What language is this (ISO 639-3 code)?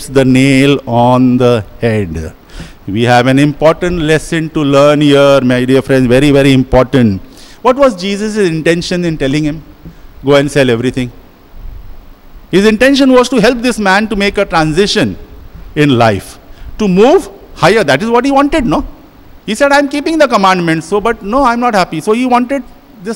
eng